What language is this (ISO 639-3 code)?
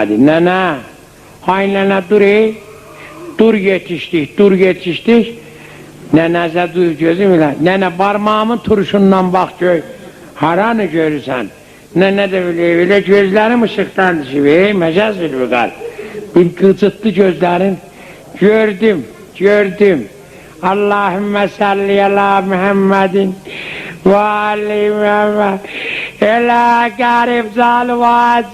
azb